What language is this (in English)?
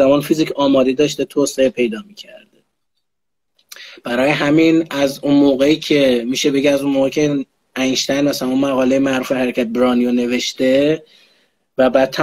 Persian